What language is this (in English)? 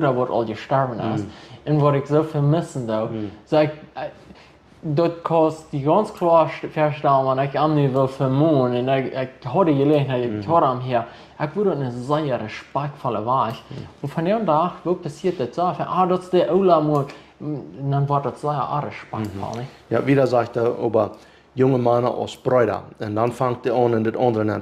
Plautdietsch